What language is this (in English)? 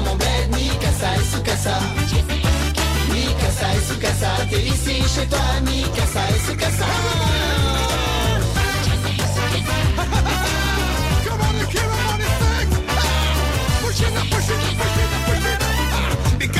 French